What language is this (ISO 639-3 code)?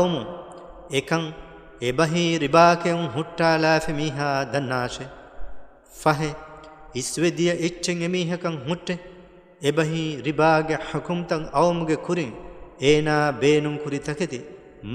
div